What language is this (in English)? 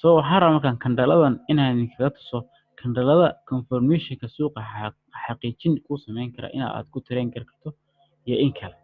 Somali